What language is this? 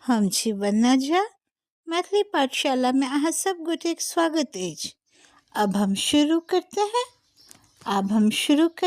Maithili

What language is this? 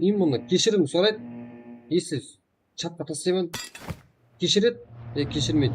Kara-Kalpak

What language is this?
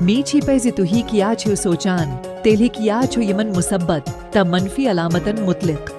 Kashmiri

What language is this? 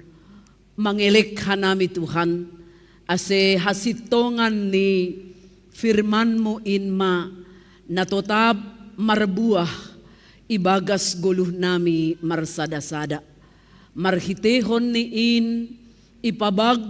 Batak Simalungun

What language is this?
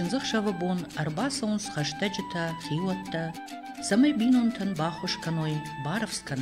Ossetic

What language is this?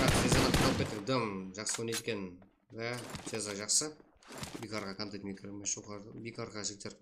Kara-Kalpak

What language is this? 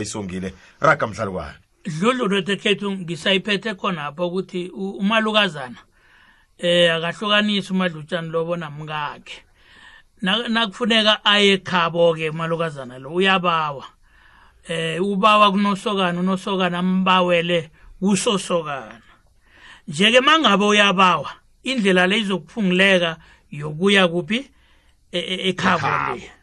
South Ndebele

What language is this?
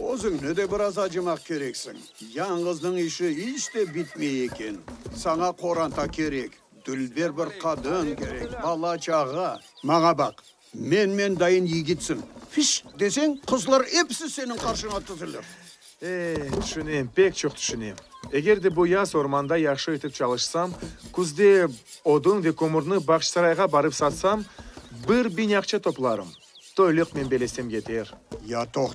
Crimean Tatar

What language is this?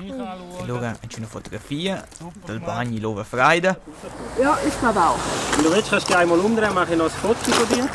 Romansh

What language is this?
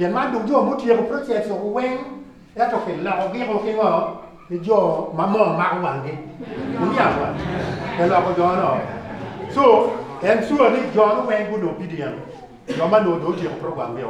Acoli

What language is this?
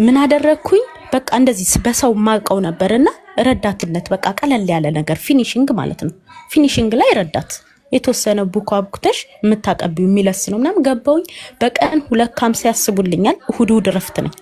Amharic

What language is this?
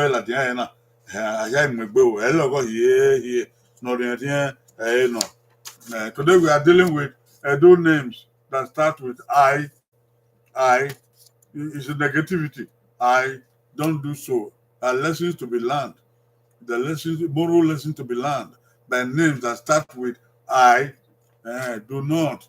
Bini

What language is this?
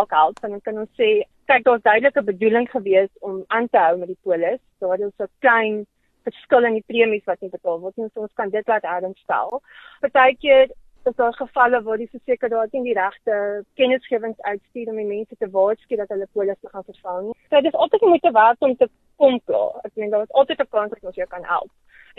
Afrikaans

